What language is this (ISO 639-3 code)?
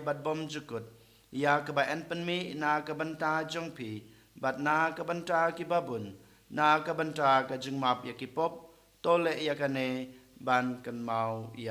kha